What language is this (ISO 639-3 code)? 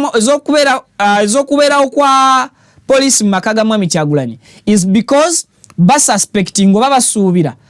lug